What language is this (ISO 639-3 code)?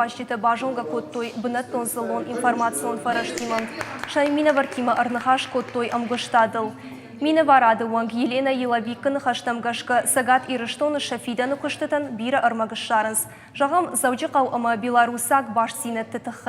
oss